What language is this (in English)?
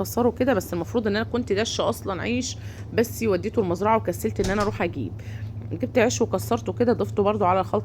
Egyptian Arabic